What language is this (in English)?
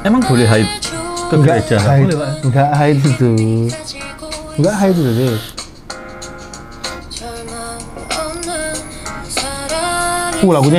Indonesian